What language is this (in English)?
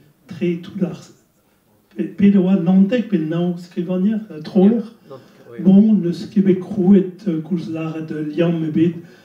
Breton